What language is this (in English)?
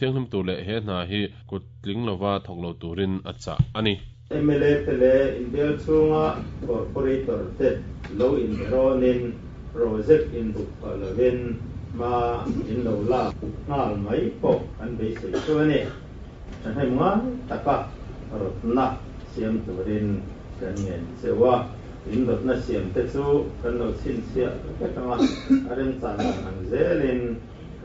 Mizo